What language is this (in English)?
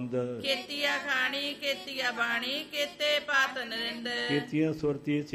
Punjabi